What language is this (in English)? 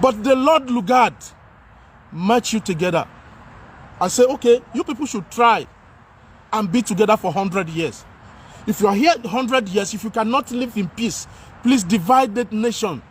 Nigerian Pidgin